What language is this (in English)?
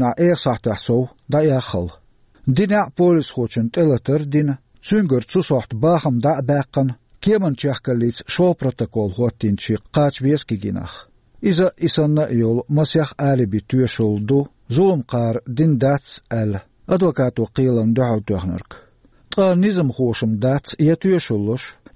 Chechen